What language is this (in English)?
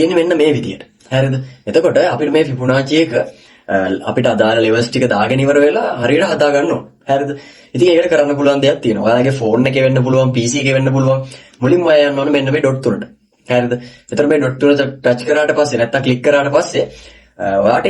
Sinhala